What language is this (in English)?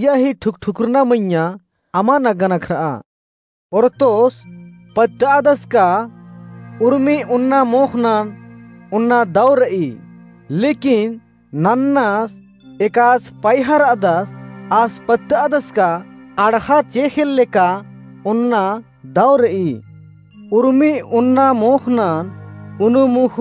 Kurukh